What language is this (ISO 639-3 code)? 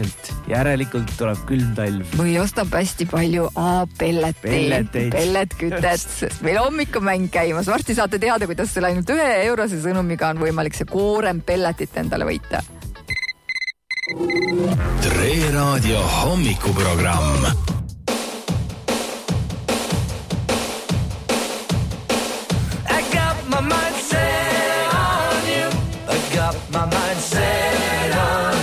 est